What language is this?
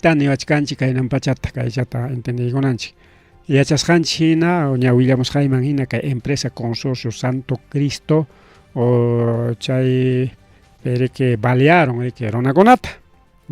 Ayacucho Quechua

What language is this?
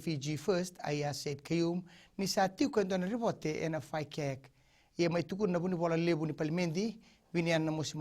Fijian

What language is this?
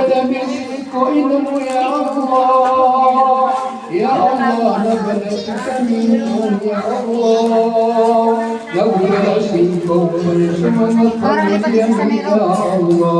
Maranao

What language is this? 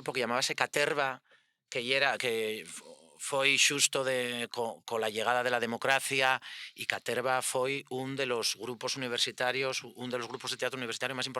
Asturian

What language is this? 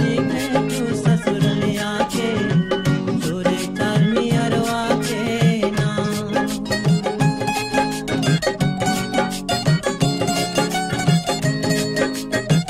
Bhojpuri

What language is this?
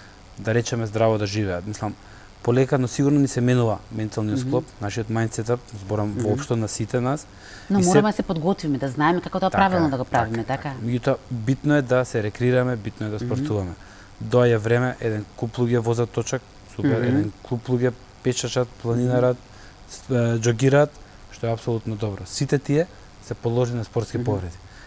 Macedonian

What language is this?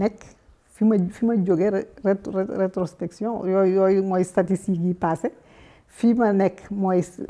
Wolof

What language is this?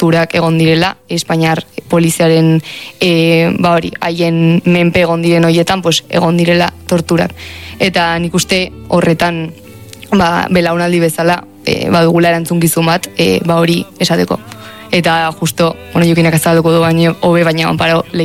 Basque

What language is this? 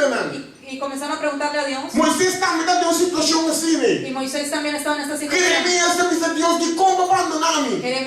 Papiamento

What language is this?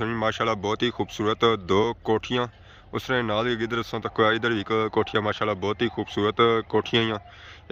Pahari-Potwari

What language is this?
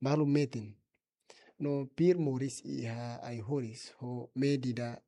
Tetum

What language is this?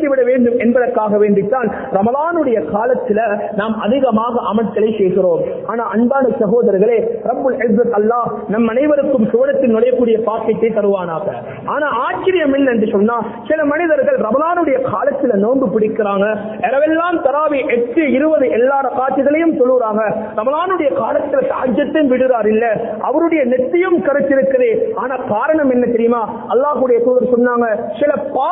Tamil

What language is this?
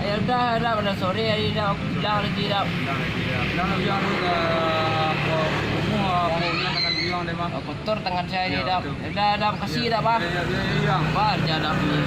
Minangkabau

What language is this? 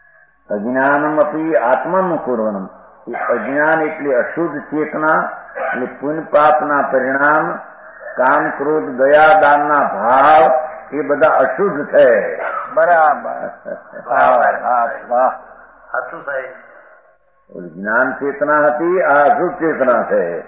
Gujarati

